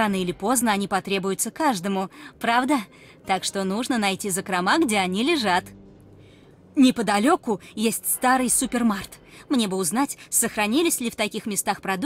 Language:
Russian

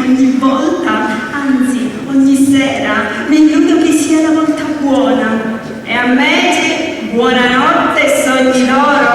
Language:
Sicilian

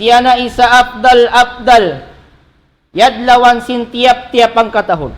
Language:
Tausug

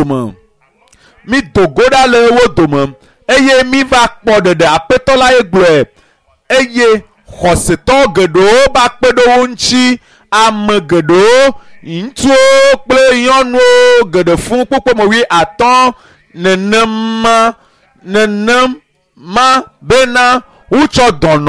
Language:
Ewe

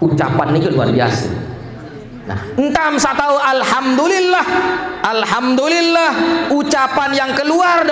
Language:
Sasak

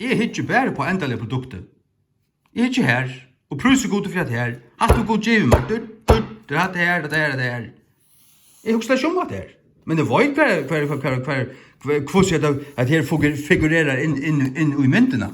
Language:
Faroese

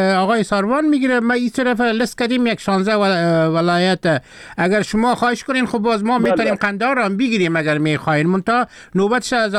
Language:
Persian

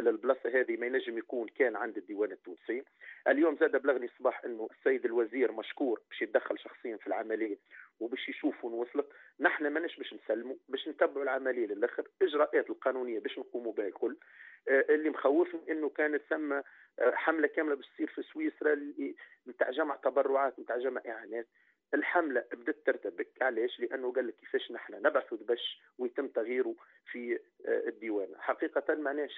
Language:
Tunisian Arabic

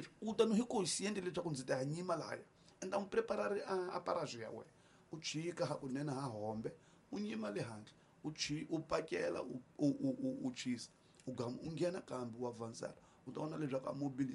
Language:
Tsonga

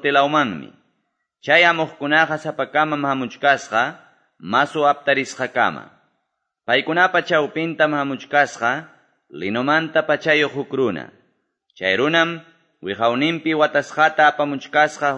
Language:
Quechua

